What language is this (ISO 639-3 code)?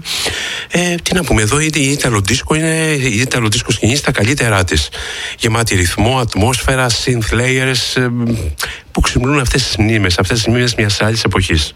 ell